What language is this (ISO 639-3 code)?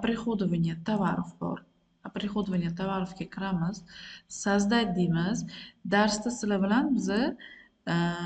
uzb